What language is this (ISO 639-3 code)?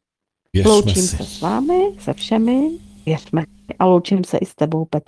ces